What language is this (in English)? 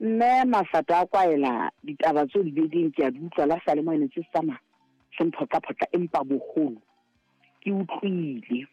Southern Sotho